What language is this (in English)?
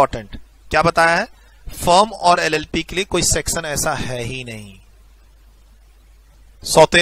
Hindi